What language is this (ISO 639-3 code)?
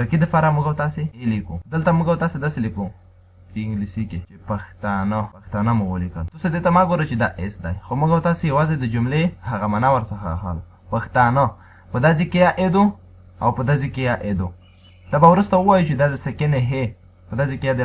pus